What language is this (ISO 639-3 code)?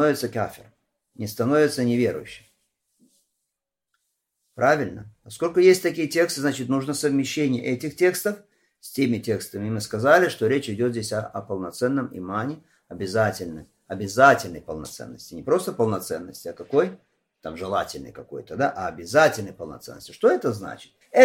rus